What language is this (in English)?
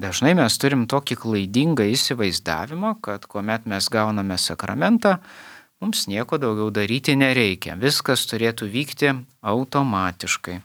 Lithuanian